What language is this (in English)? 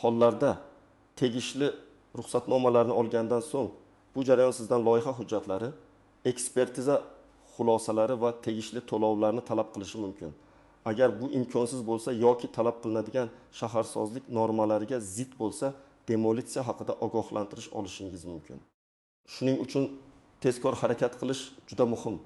Uzbek